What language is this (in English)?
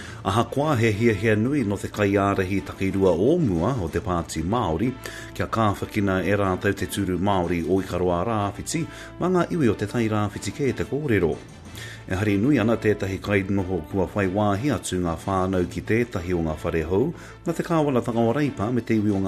Māori